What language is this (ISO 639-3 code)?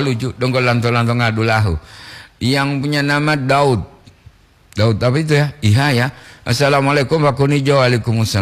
gor